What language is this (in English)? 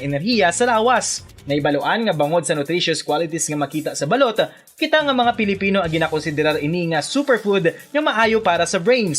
Hiligaynon